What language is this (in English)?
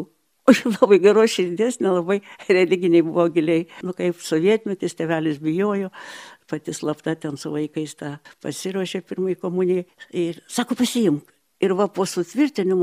Lithuanian